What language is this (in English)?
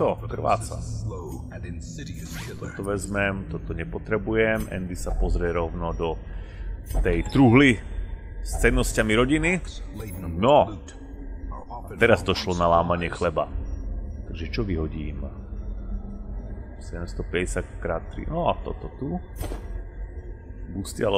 Slovak